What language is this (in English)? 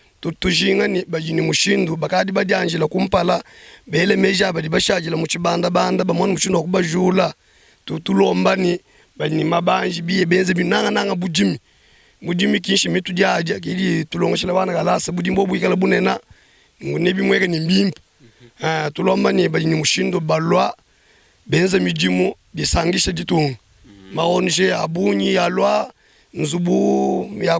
Luba-Lulua